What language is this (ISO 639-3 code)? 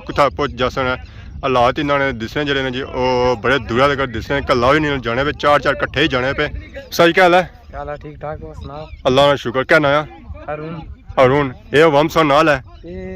phr